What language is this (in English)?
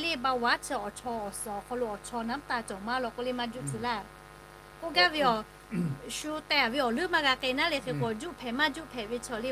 Lahu